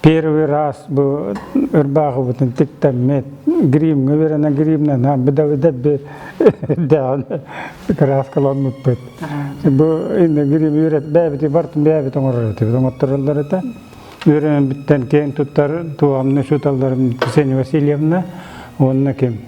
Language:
Yakut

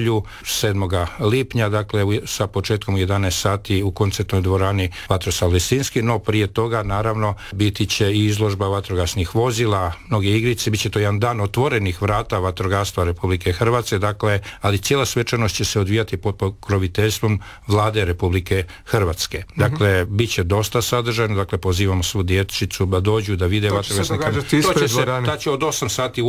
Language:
Croatian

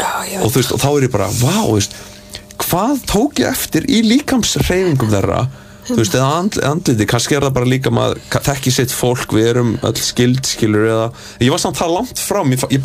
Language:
Icelandic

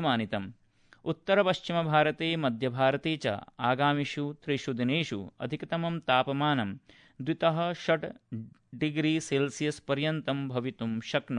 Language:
Sanskrit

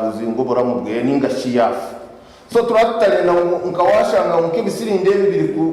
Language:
Nyankole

